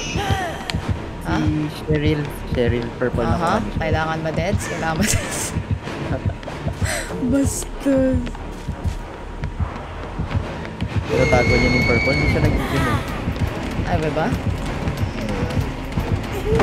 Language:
Filipino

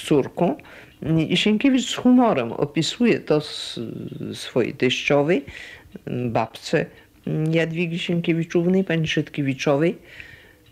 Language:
Polish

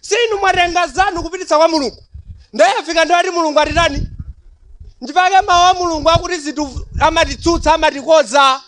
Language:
Nyanja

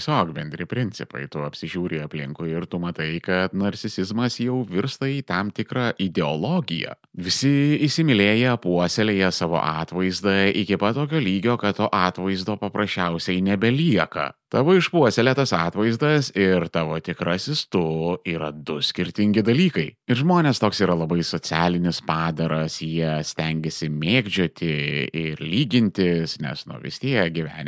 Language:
Lithuanian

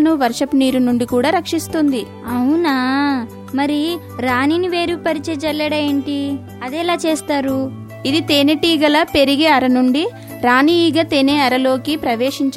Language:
Telugu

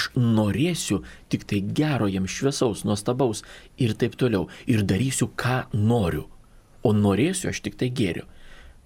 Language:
Lithuanian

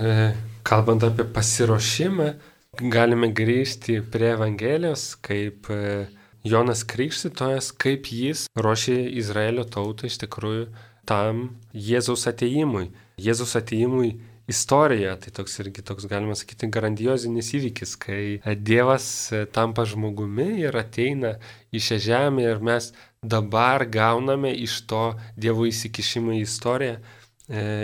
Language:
Lithuanian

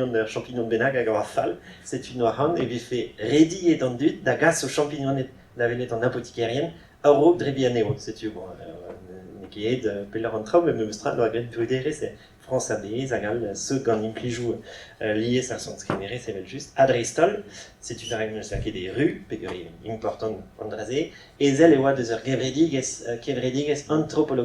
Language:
Breton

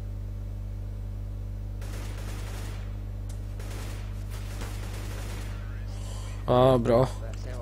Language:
Norwegian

